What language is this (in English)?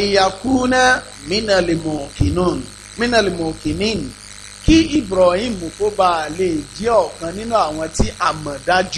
Yoruba